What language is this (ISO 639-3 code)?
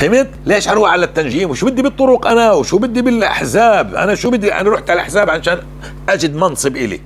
apc